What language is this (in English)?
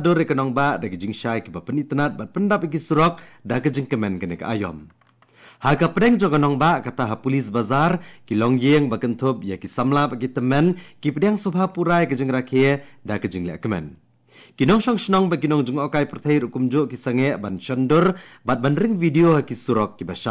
Khasi